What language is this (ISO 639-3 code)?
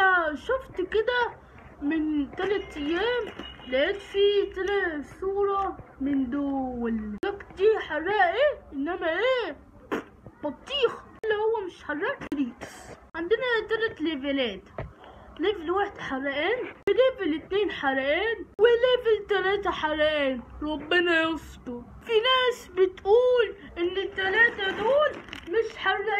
arz